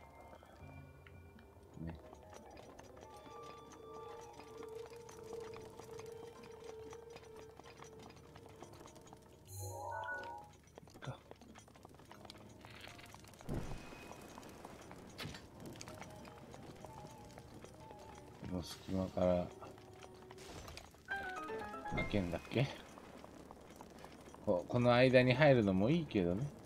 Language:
Japanese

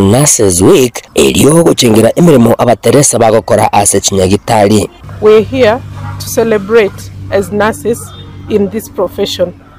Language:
Gusii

